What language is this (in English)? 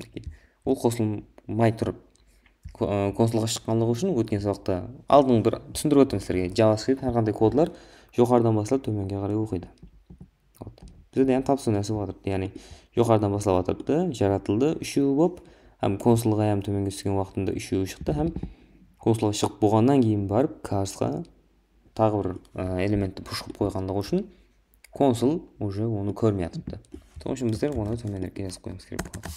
Kara-Kalpak